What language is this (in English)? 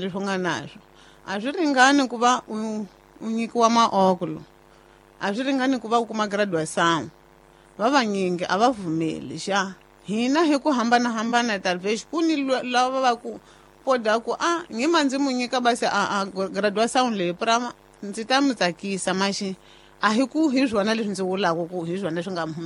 Tsonga